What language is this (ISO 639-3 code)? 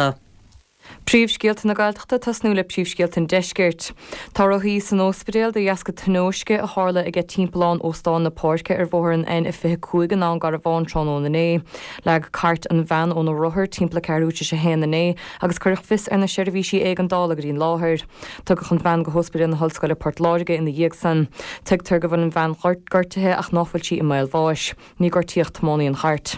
gle